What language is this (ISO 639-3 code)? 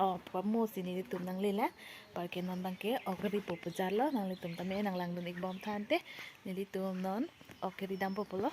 mjw